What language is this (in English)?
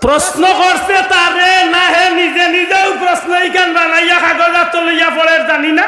Sylheti